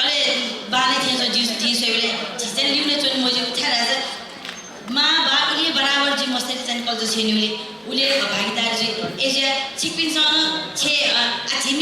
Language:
Newari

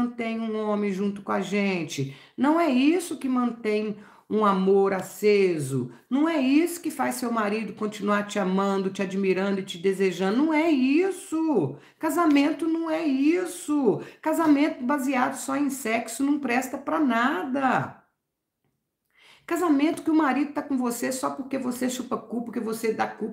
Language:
Portuguese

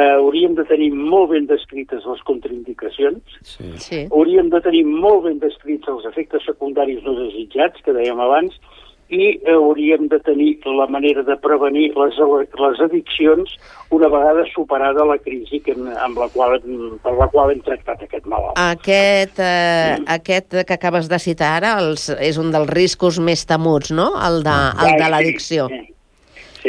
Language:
Catalan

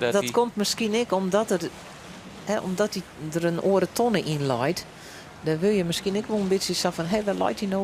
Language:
Western Frisian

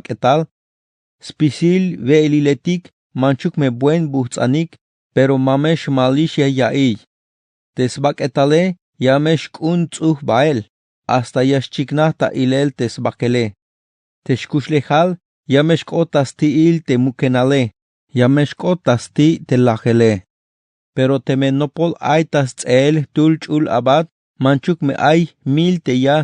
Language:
Tzeltal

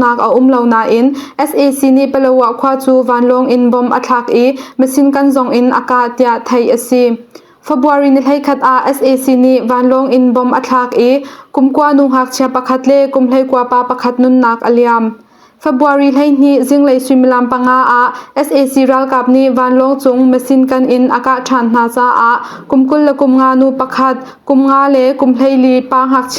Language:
Hakha Chin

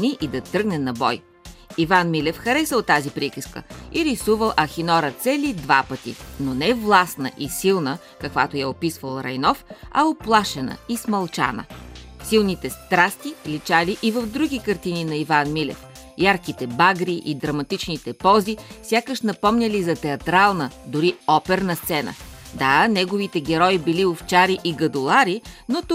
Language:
Bulgarian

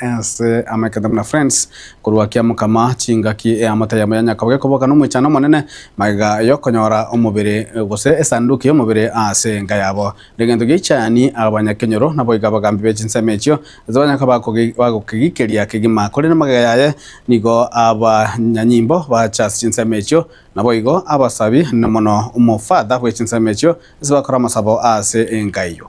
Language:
Gusii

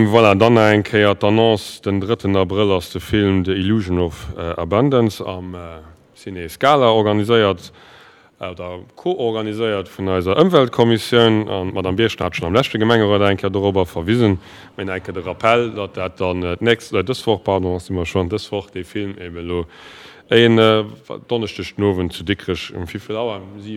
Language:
Luxembourgish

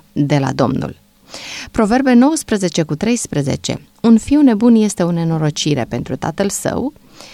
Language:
Romanian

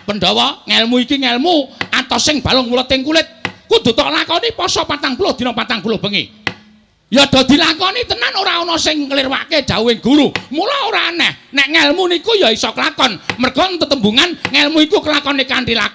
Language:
Javanese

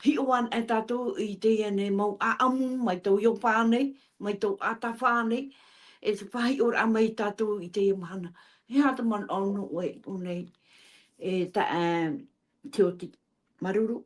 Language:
Tahitian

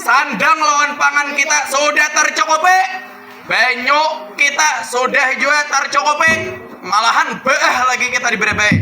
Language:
Banjar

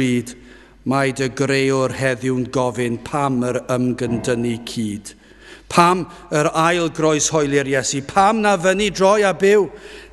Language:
Welsh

